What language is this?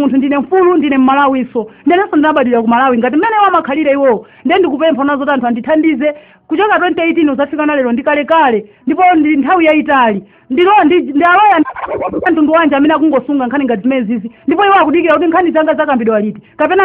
Nyanja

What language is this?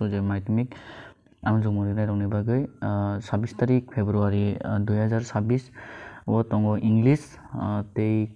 Kok Borok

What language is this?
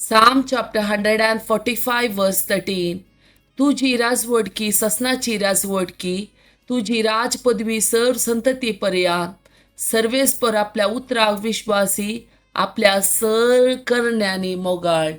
Konkani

